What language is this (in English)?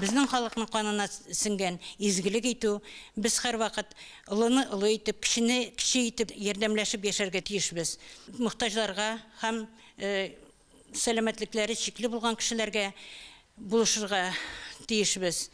Tatar